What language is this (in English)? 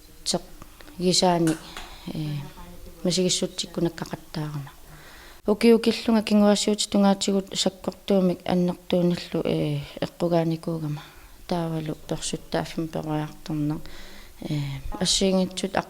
Kalaallisut